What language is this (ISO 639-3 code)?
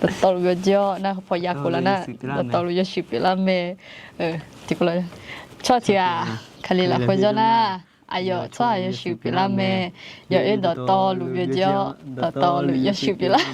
ahk